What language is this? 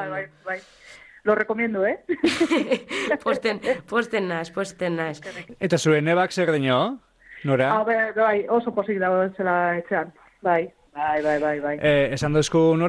Basque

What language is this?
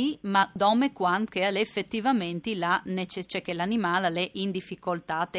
Friulian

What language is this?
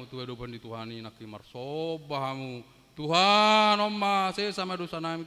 Batak Toba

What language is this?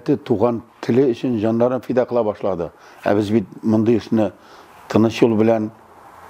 Tatar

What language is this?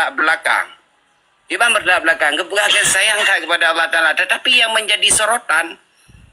Achinese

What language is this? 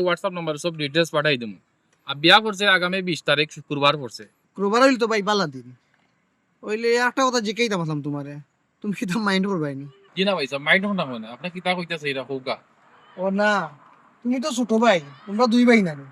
Sylheti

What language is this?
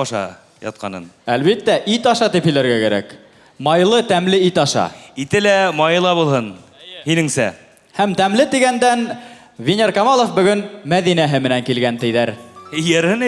Bashkir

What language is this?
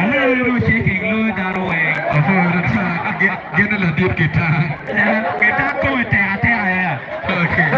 Acoli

